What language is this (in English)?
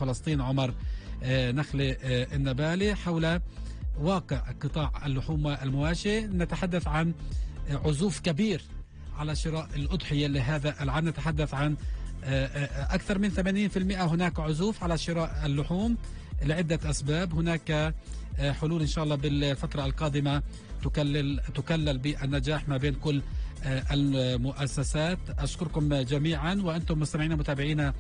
North Levantine Arabic